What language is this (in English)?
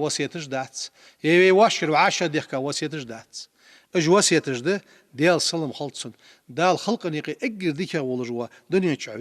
Ingush